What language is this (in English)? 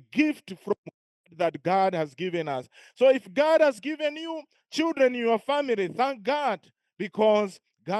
English